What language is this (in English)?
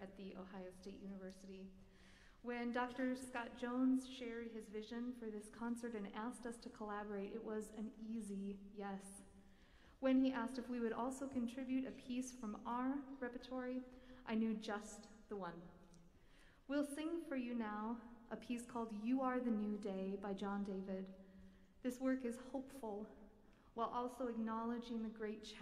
English